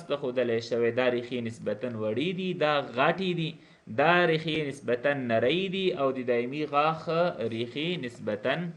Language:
Pashto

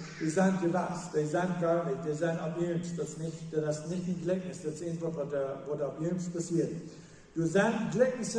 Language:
Plautdietsch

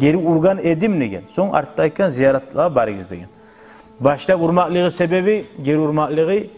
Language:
Kumyk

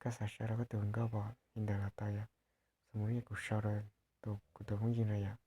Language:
Hmong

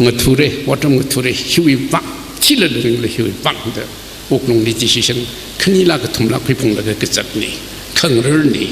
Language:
Tangkhul Naga (India)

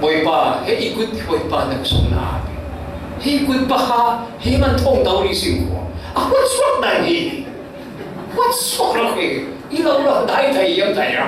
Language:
Falam Chin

